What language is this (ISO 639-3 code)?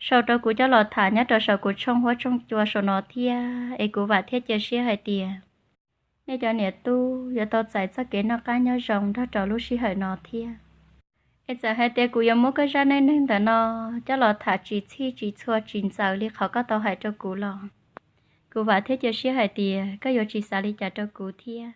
hmn